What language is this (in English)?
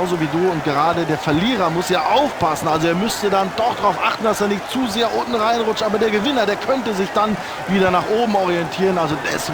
Bavarian